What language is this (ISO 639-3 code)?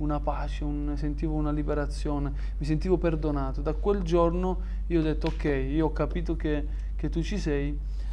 ita